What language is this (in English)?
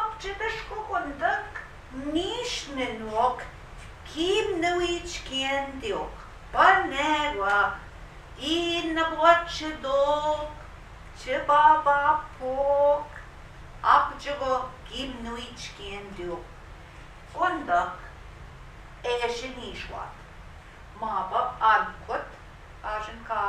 Central Ojibwa